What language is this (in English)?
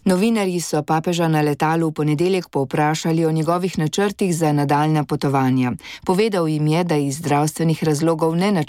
Slovenian